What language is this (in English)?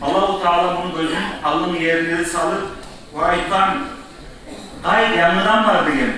Kumyk